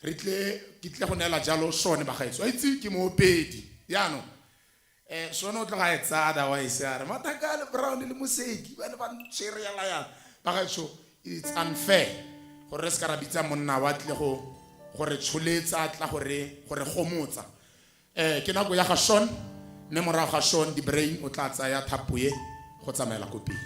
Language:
Tswana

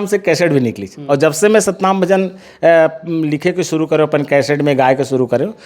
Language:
Chhattisgarhi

